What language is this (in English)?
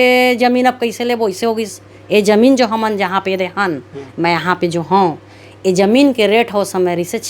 Chhattisgarhi